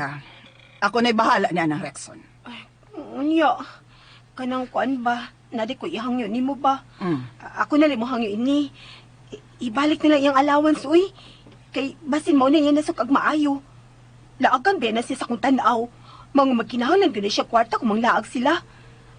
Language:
Cebuano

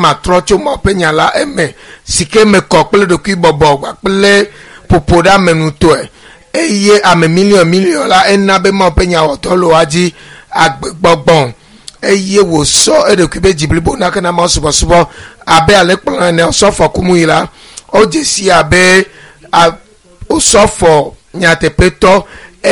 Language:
Ewe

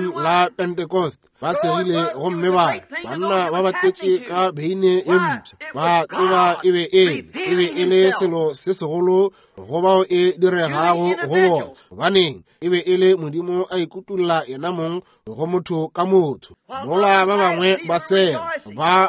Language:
Northern Sotho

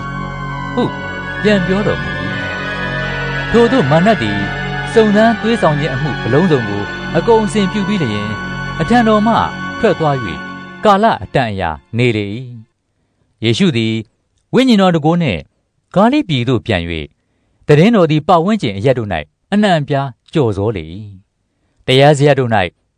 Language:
Burmese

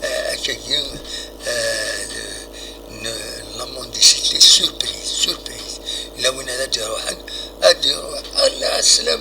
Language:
Kabyle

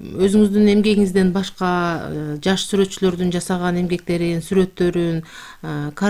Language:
Kyrgyz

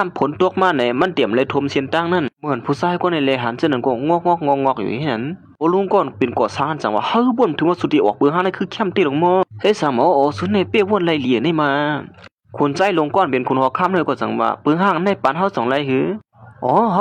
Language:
Shan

